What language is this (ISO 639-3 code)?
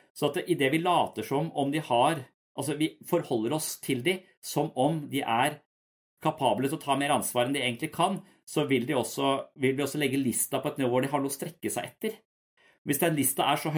nor